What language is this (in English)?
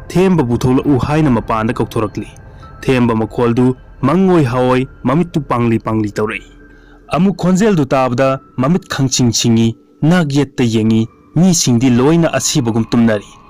Manipuri